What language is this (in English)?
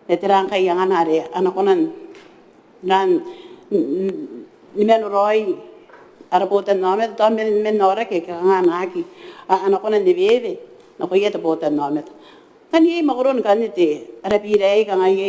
Gilbertese